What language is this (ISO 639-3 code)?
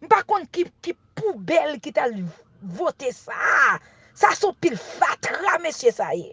hat